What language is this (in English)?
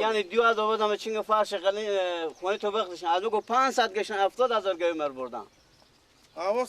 Persian